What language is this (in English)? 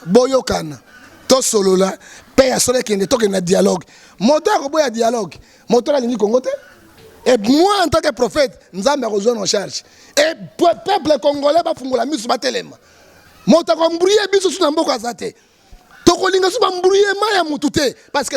Lingala